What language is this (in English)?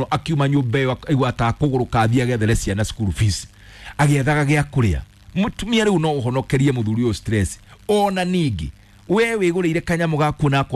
Kikuyu